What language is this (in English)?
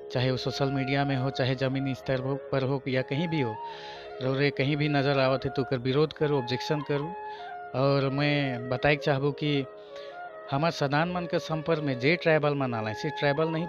Sadri